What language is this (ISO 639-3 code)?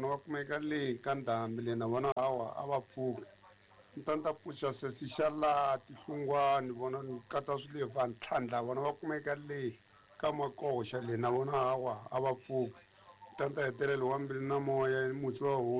tso